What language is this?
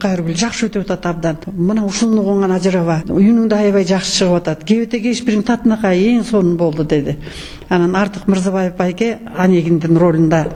Kyrgyz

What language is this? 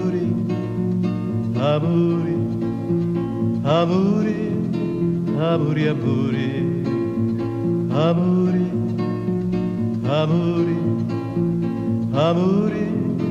Italian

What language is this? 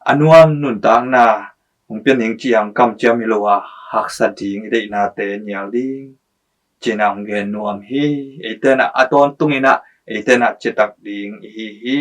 Tedim Chin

